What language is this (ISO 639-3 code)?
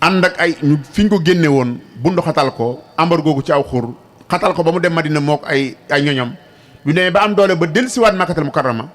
wol